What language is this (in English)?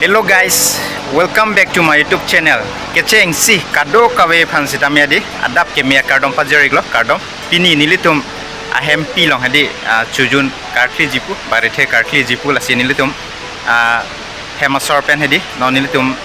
Karbi